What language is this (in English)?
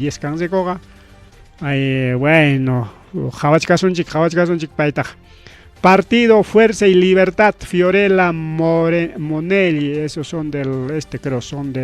Ayacucho Quechua